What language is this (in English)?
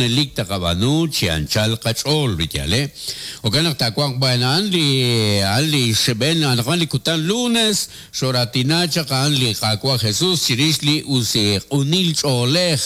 Kekchí